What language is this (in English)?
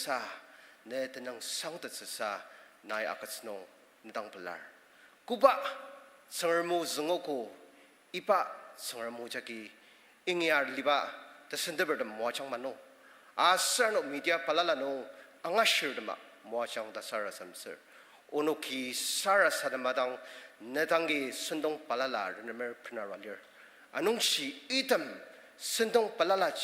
Ao Naga